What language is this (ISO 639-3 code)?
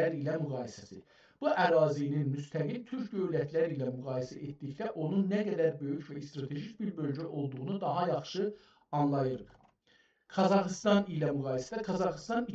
azb